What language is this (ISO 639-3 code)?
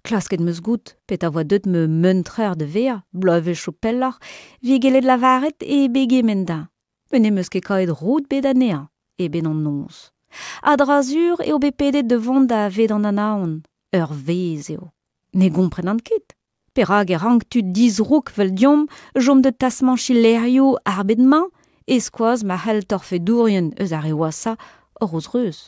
bre